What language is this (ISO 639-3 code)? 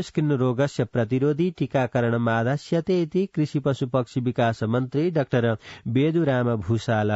san